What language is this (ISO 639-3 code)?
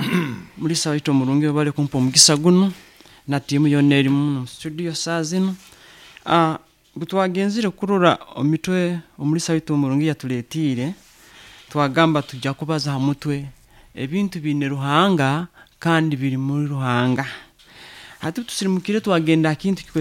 nyo